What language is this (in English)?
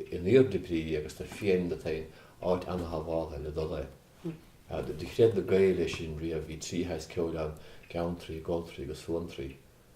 Irish